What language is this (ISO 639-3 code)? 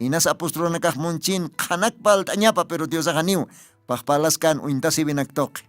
aym